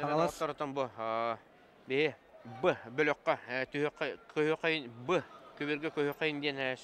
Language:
Yakut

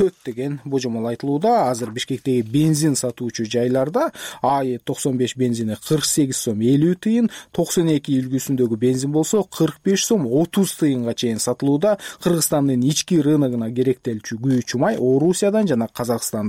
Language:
Kyrgyz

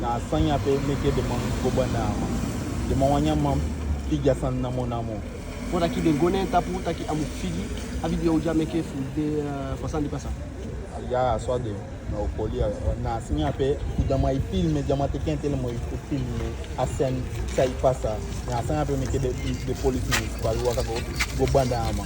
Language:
Eastern Maroon Creole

